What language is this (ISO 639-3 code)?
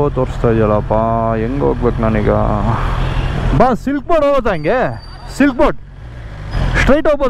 kan